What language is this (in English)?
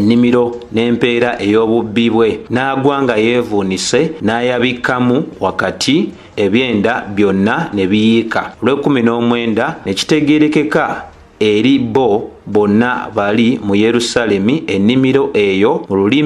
Ganda